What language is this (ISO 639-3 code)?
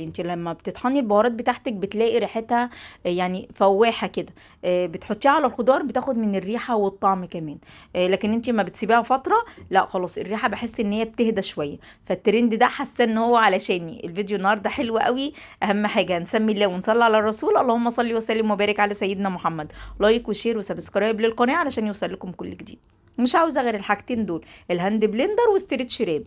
arz